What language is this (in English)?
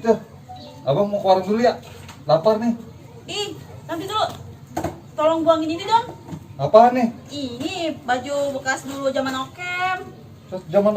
Betawi